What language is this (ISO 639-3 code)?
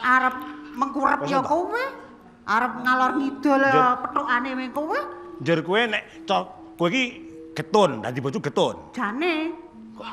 jav